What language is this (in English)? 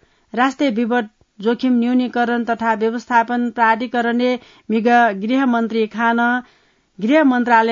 Newari